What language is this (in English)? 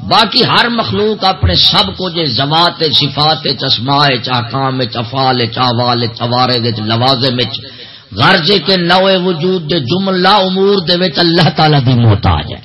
Saraiki